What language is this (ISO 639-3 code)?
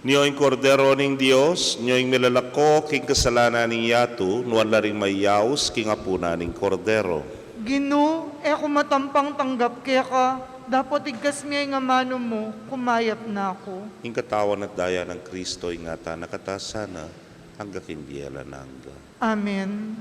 pam